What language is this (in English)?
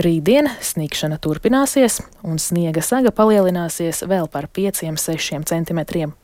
Latvian